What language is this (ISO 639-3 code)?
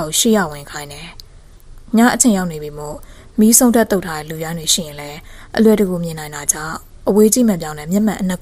mya